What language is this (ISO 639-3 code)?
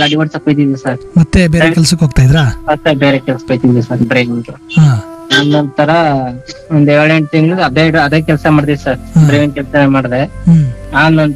kan